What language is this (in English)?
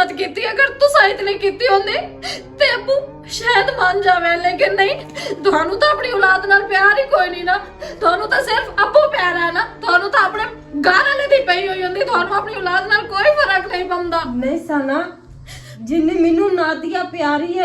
Western Panjabi